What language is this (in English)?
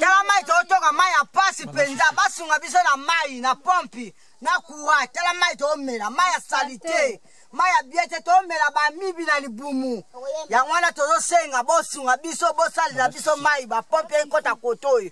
Lingala